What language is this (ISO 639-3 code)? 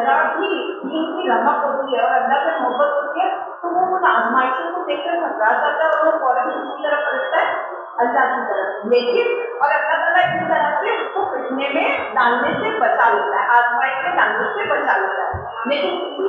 urd